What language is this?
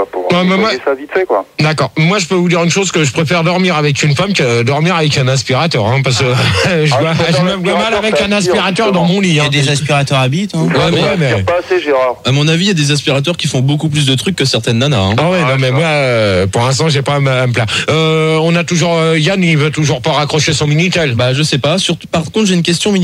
French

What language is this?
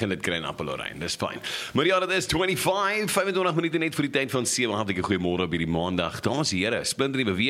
Afrikaans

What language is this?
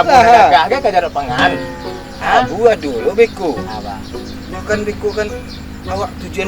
Minangkabau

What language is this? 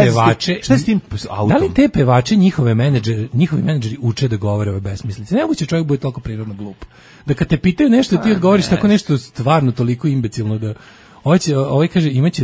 Serbian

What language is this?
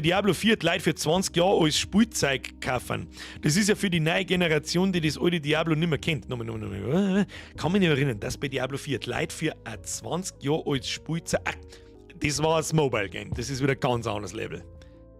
Bavarian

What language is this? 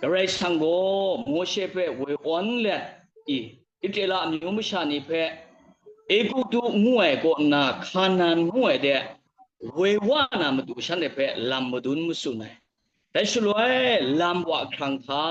Kachin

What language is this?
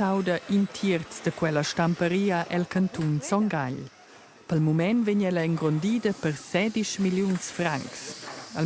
Romansh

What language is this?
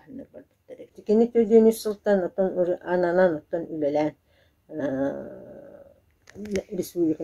Yakut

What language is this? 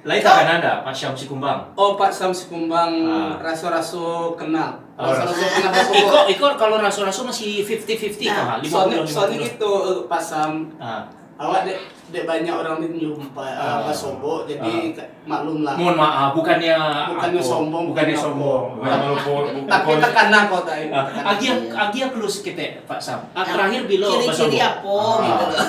Minangkabau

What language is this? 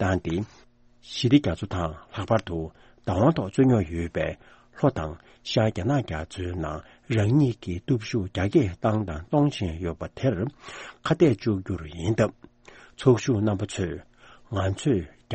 Tibetan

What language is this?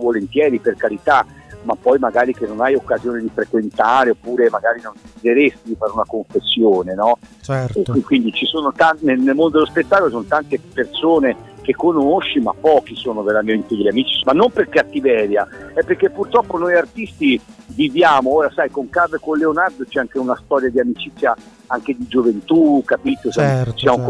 Italian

